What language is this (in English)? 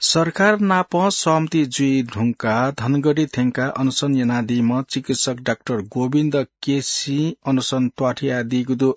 Newari